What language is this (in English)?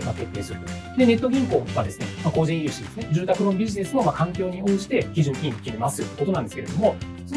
Japanese